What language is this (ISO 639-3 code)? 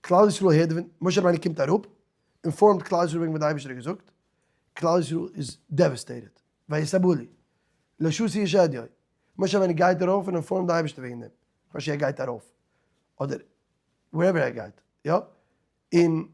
yid